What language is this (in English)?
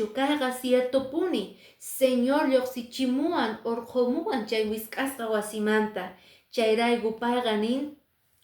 Quechua